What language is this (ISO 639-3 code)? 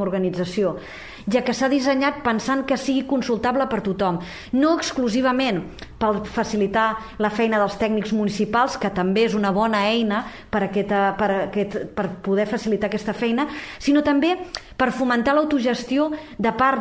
cat